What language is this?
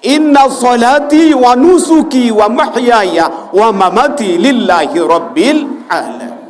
Sasak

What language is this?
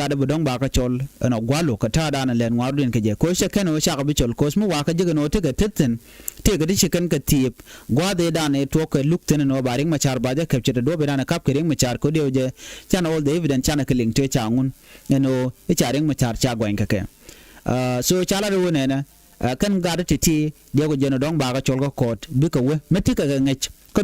Nuer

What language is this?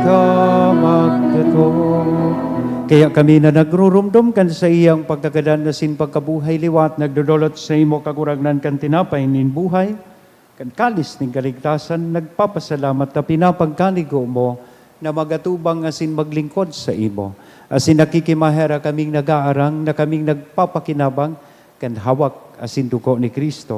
Bikol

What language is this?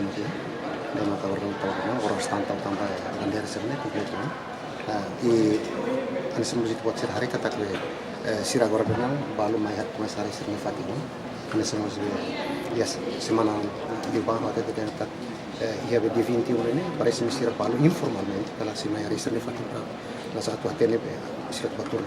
Tetum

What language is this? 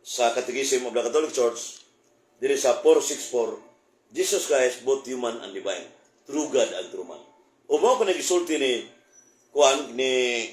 Cebuano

